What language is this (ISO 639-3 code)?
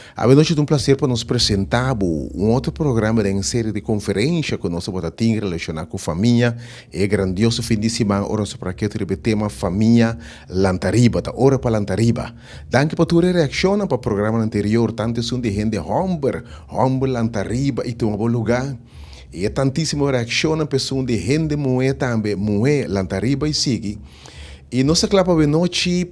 pap